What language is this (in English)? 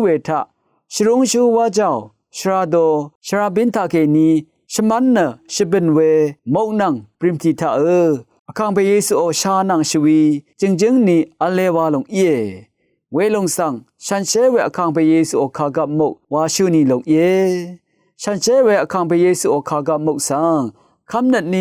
Rawang